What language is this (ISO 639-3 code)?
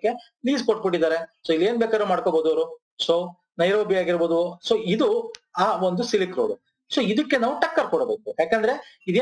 kan